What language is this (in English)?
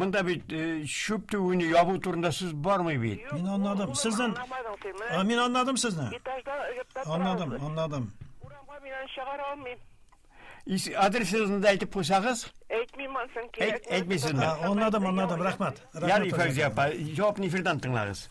Tatar